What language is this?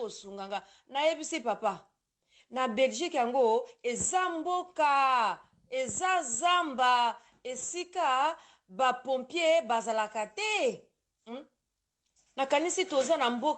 Lingala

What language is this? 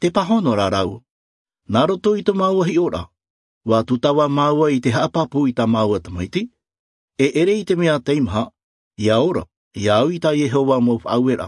Albanian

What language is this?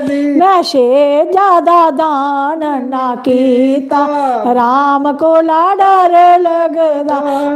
Dogri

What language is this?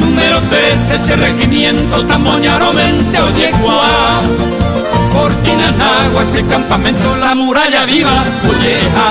Guarani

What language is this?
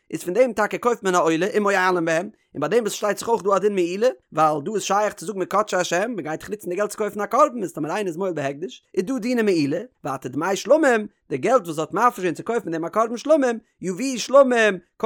Yiddish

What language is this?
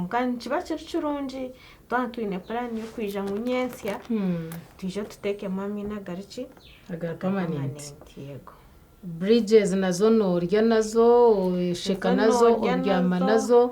Nyankole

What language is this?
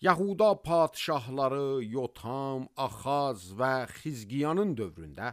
Azerbaijani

